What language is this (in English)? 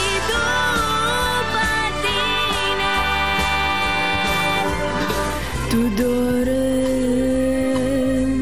Romanian